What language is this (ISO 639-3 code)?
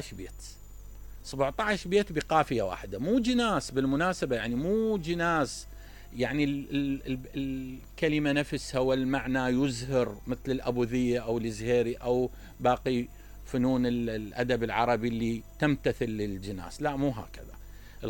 acm